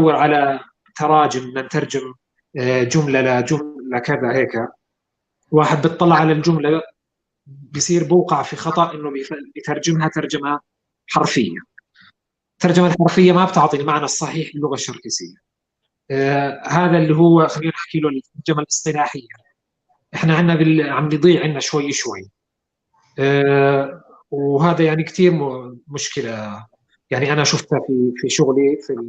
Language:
North Levantine Arabic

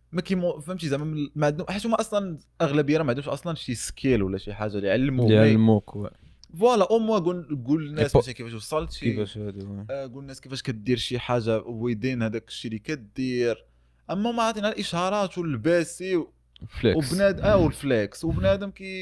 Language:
Moroccan Arabic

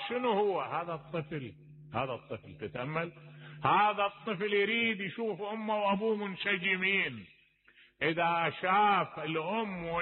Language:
Mesopotamian Arabic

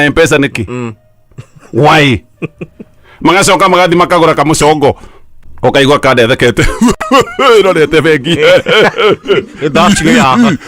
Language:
Kikuyu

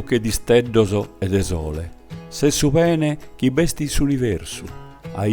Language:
Sardinian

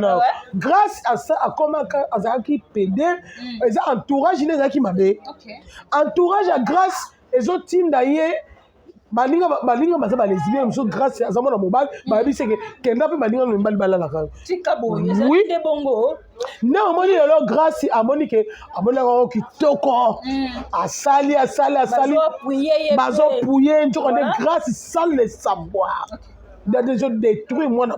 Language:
Lingala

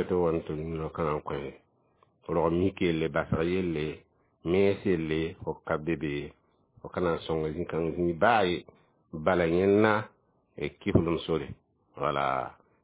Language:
Mossi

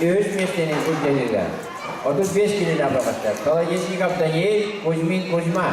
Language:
Yakut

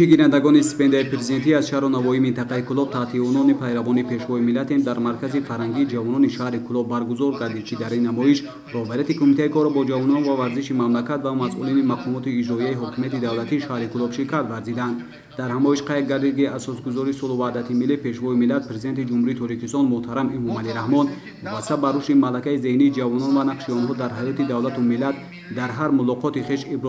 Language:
Tajik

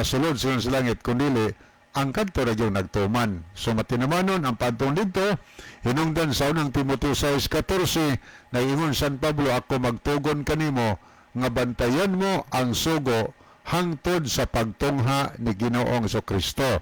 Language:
Cebuano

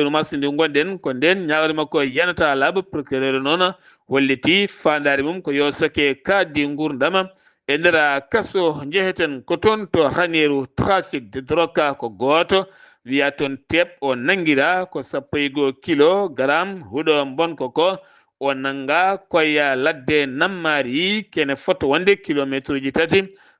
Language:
Fula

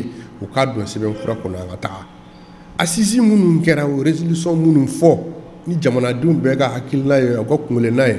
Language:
Bambara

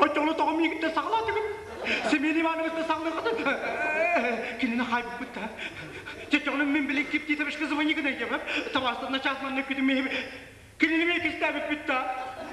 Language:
Yakut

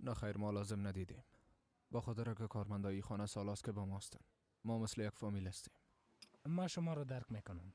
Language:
Persian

